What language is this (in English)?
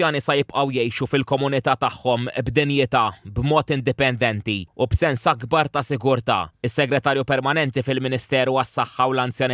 Maltese